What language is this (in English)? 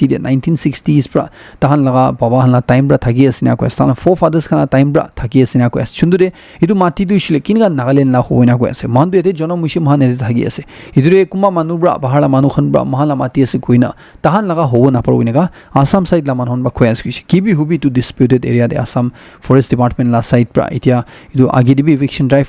Naga Pidgin